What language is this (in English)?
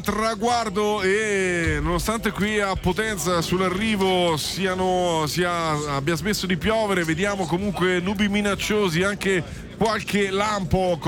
Italian